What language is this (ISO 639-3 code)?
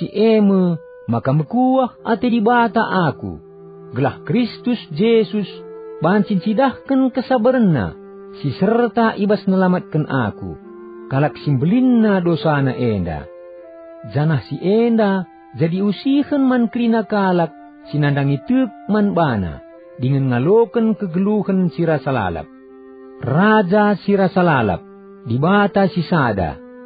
btx